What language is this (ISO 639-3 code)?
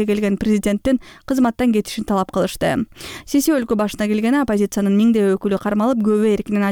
kir